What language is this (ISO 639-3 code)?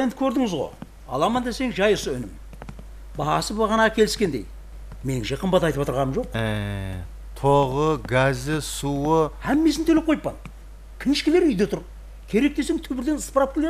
kaa